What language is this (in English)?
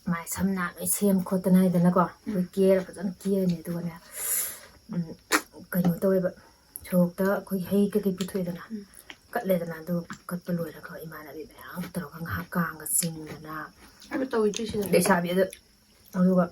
Manipuri